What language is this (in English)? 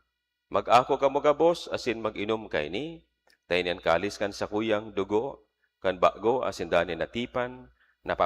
Bikol